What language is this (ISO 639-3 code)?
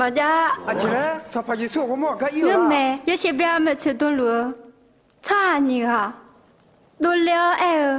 ahk